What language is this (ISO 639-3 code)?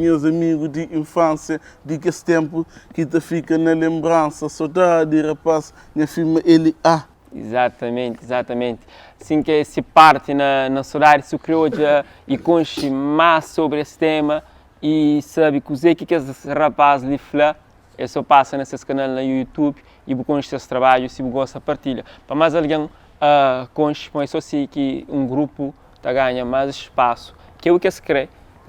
kea